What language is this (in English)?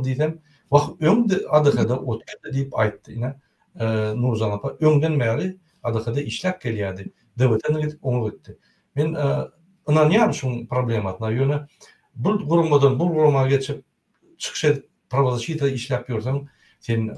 Turkmen